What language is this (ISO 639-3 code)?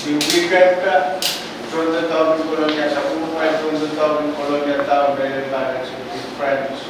pon